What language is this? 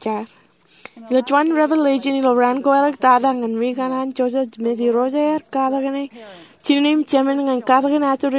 Marshallese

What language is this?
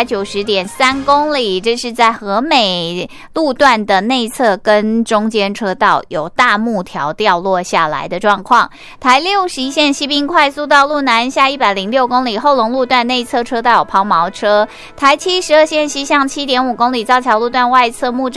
Chinese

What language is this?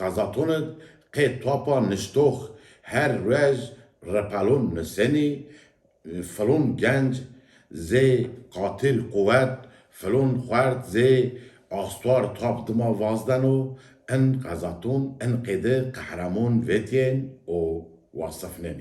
Zaza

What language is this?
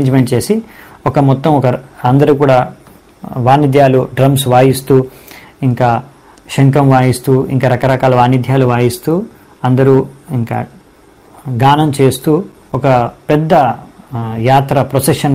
Telugu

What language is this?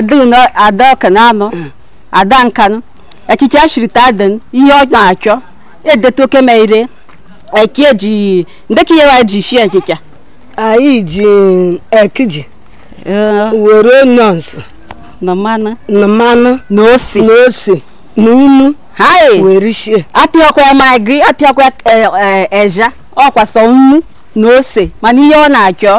Igbo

